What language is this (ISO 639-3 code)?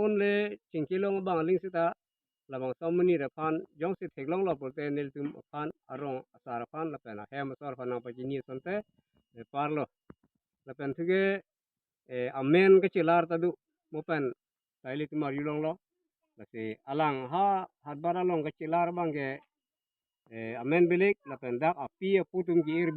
mjw